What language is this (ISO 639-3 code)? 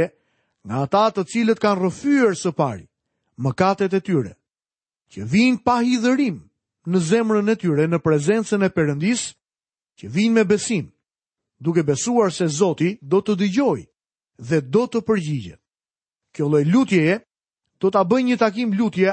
sqi